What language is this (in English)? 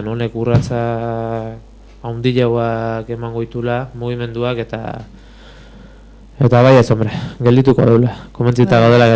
Basque